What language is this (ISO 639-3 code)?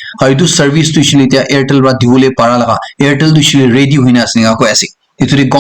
nag